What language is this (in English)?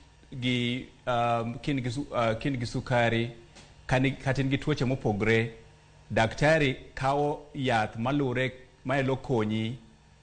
Luo (Kenya and Tanzania)